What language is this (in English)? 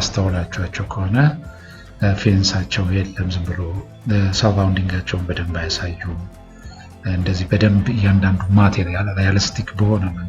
Amharic